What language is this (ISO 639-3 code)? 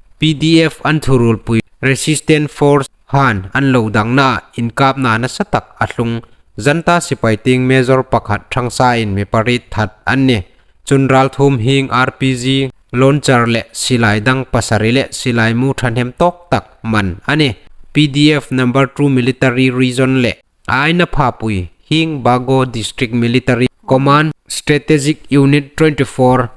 hmr